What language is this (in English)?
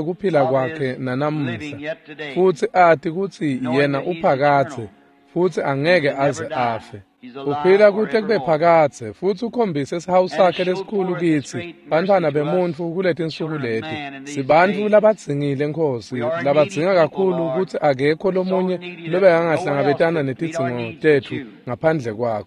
Swati